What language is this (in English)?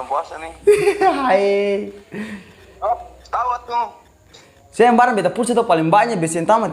Ambonese Malay